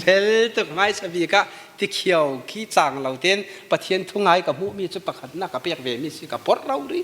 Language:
Falam Chin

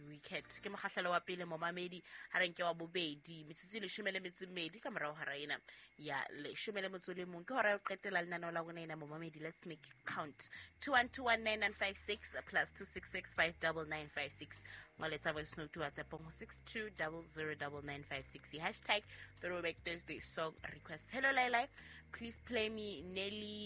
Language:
Southern Sotho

